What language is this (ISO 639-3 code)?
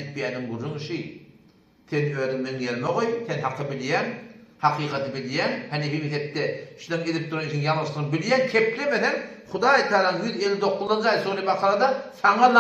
tuk